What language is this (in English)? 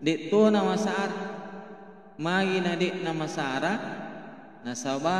Buginese